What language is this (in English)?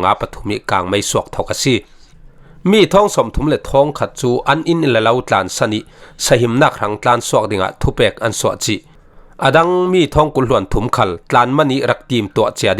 Falam Chin